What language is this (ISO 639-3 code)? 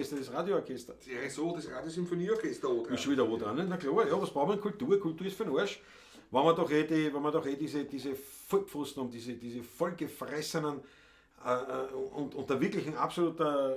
bar